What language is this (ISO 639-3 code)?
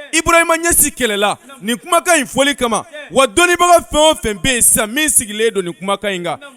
bam